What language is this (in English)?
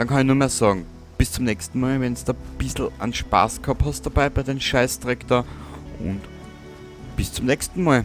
Bavarian